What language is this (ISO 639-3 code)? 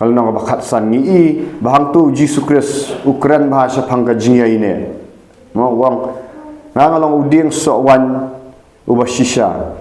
kha